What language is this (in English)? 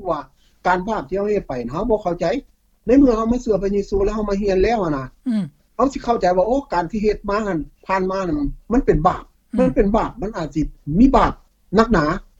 Lao